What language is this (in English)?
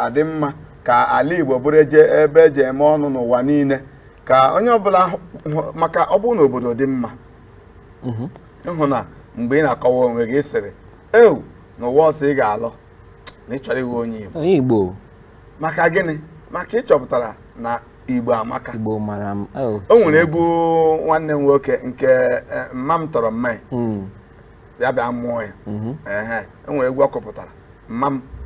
Igbo